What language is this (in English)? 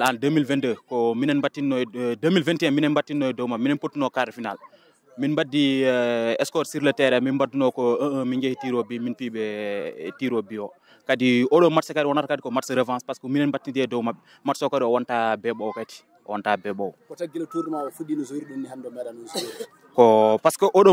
Fula